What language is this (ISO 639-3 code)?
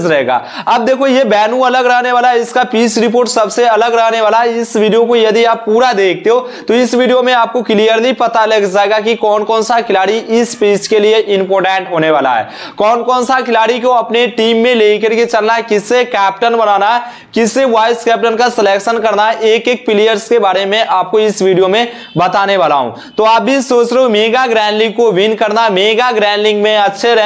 hin